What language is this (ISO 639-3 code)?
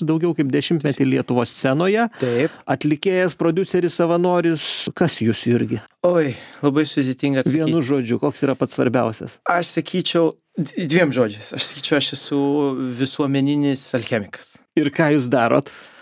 lit